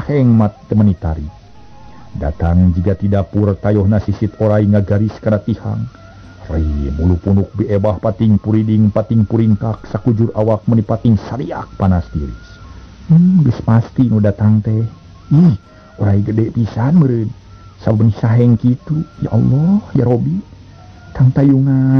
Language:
Sundanese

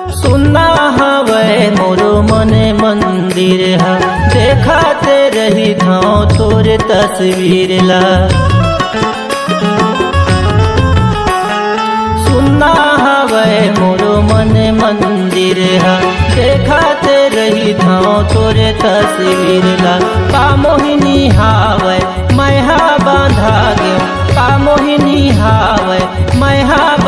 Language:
Chhattisgarhi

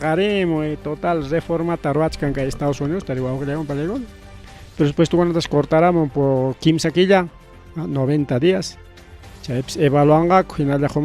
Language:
Ayacucho Quechua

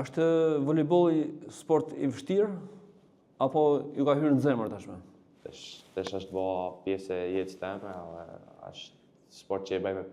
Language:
Albanian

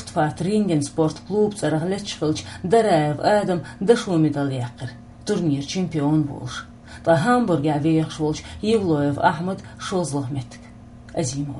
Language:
Chechen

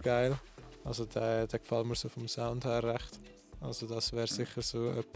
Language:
Swiss German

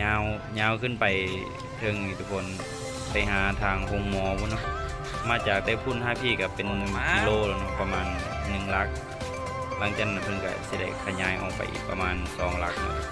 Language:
Lao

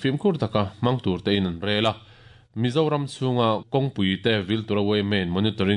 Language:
Mizo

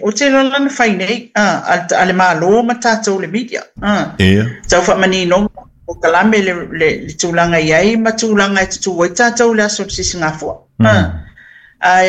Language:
Samoan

